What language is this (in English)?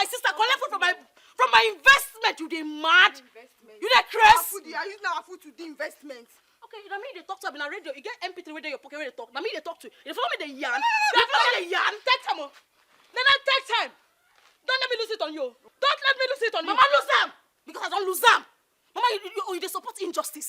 Nigerian Pidgin